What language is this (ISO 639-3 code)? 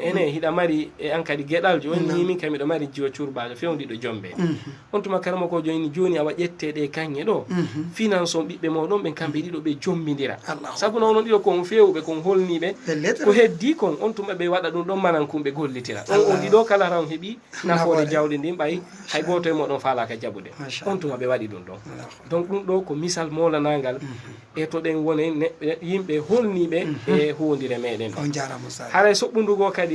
ful